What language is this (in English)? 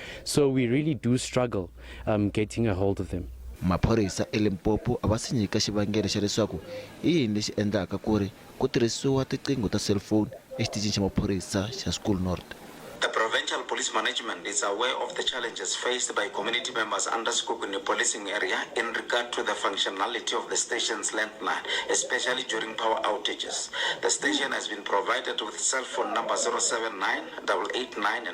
Tsonga